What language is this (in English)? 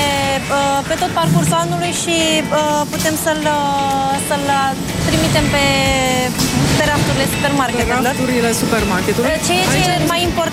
Romanian